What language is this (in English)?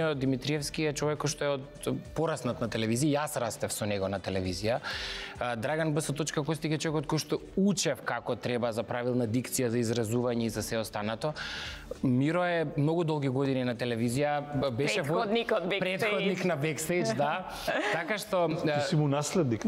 Macedonian